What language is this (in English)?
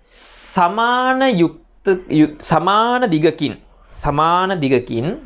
Sinhala